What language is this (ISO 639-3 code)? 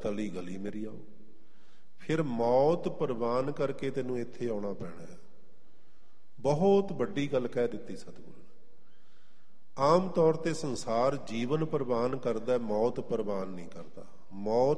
pan